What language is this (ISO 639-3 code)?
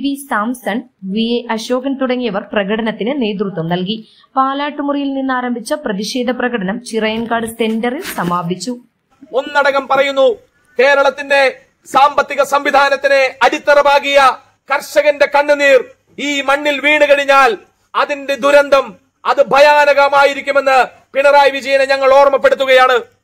mal